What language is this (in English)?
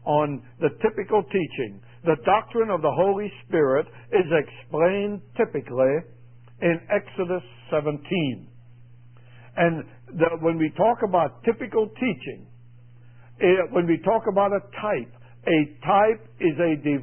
English